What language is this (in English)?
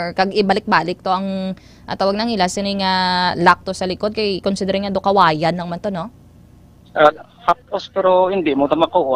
Hiligaynon